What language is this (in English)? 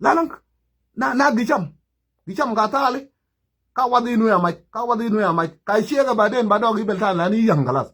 Nuer